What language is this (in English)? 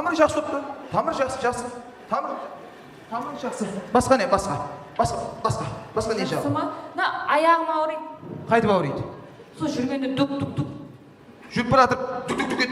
Kara-Kalpak